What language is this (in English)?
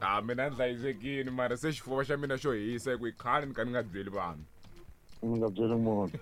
Tsonga